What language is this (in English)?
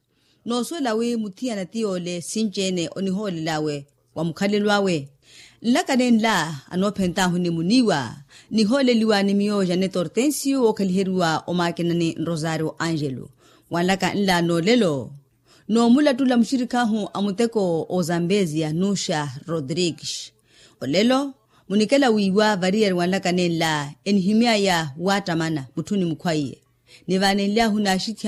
Makhuwa